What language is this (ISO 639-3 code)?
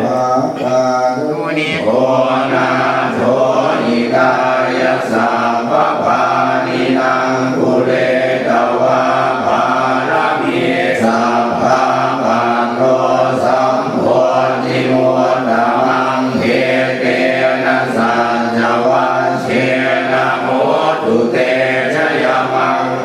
pli